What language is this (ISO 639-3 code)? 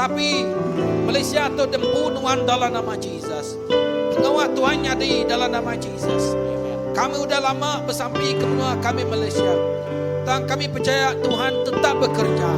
iba